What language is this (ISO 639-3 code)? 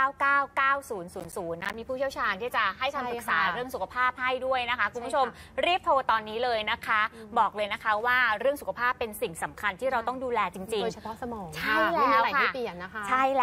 tha